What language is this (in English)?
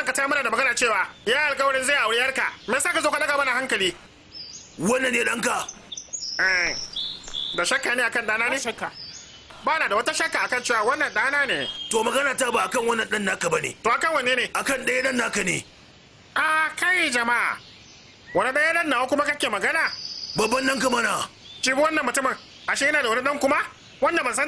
Hausa